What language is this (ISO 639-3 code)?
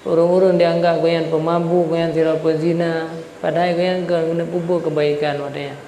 ace